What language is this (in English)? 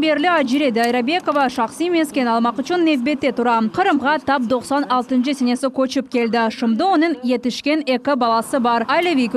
Crimean Tatar